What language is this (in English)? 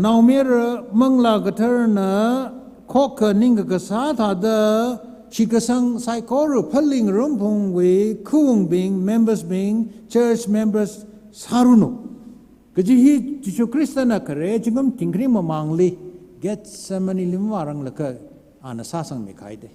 Tangkhul Naga (India)